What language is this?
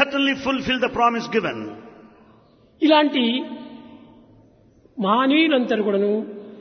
Telugu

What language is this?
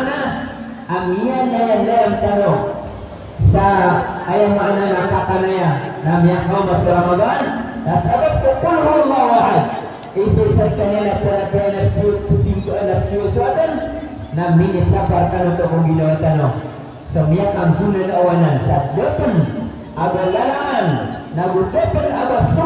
Maranao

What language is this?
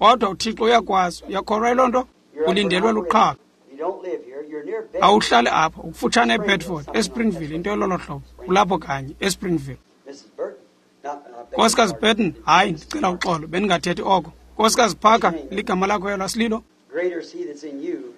Xhosa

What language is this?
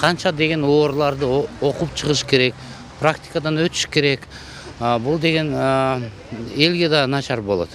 Kyrgyz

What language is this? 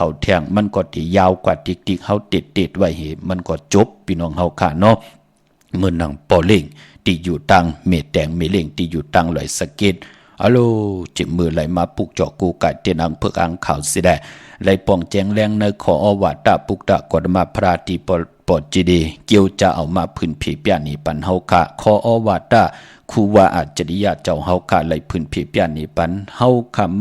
Shan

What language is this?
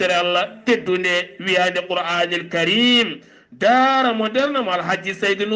Fula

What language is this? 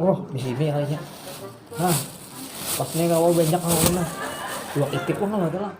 Banjar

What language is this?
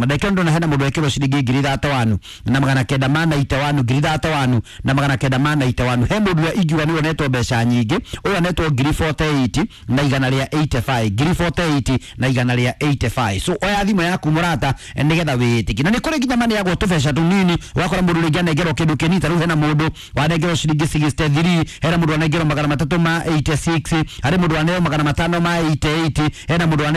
Kikuyu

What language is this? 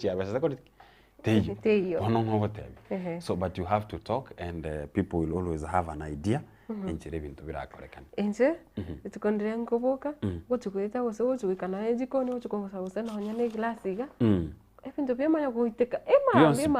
Gusii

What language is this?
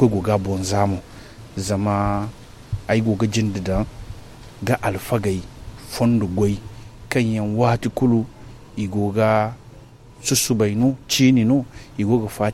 Zarma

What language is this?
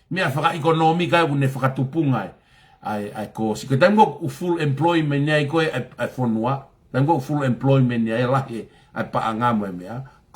Tongan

